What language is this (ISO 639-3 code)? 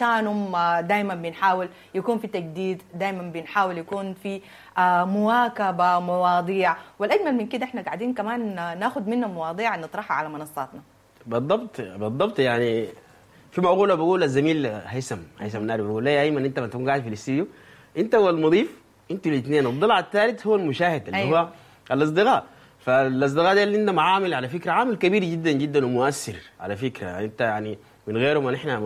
apd